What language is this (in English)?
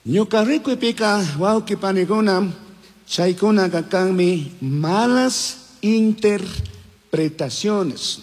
Chimborazo Highland Quichua